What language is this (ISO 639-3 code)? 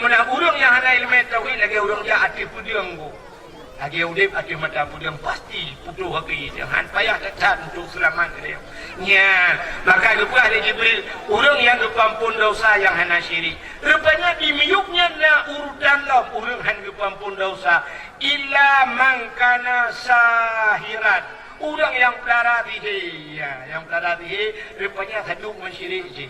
ace